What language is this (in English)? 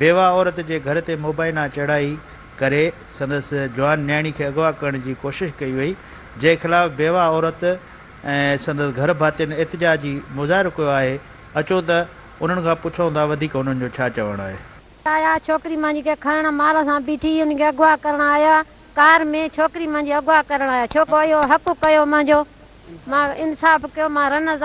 Sindhi